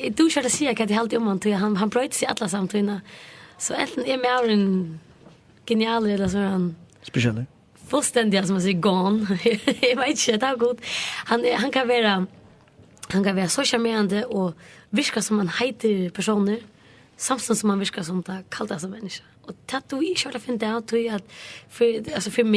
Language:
Faroese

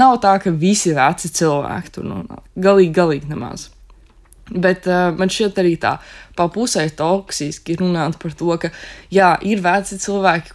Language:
Latvian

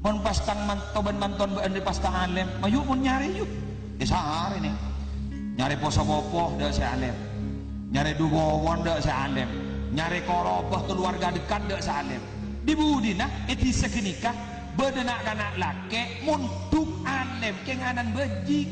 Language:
Madurese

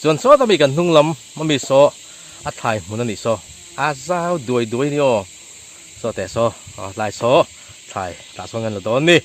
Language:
Mizo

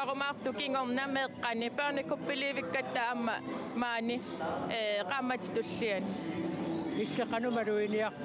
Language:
Kalaallisut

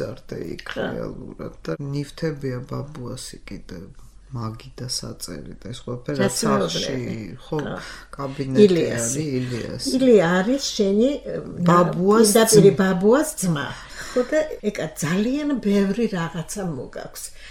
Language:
Georgian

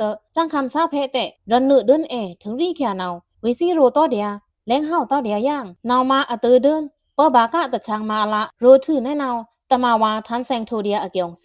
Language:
Pa'o Karen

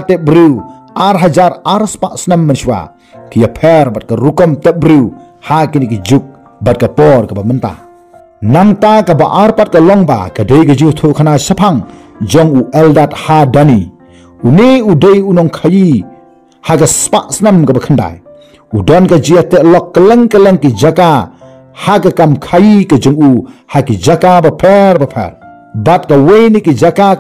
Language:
Khasi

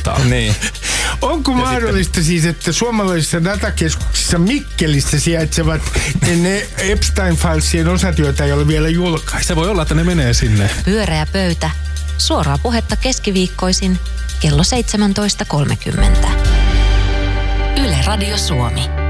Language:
Finnish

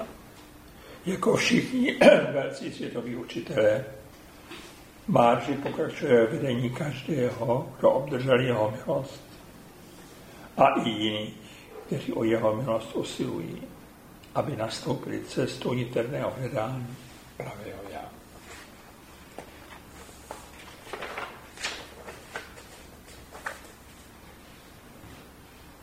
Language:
Czech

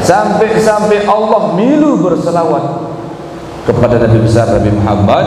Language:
Sasak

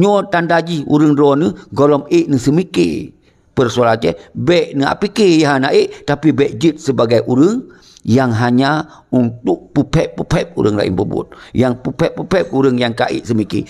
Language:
Achinese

